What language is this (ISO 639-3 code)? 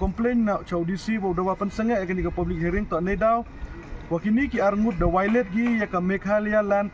kha